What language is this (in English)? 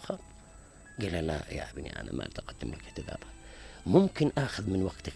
Mesopotamian Arabic